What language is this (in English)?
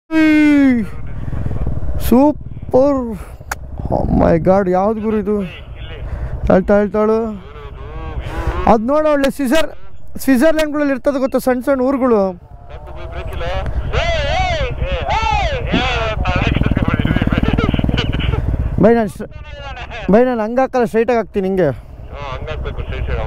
Kannada